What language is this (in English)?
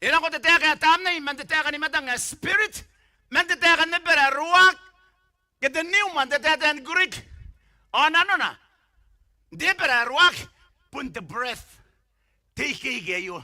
Gilbertese